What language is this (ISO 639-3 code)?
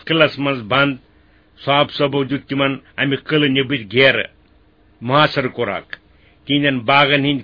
kas